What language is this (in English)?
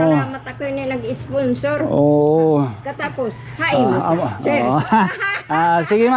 Waray